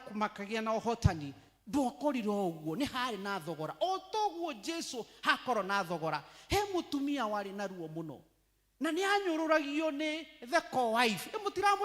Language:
Kikuyu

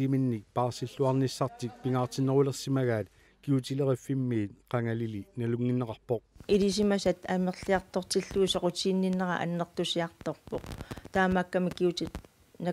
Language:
Kalaallisut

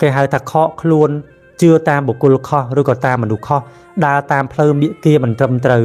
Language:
Khmer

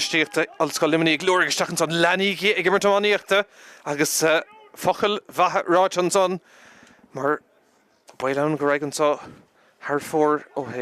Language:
Irish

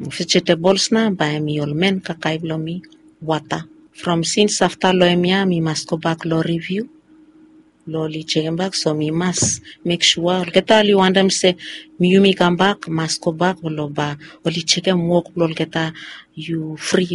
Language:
Bislama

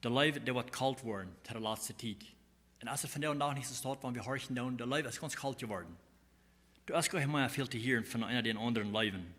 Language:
Plautdietsch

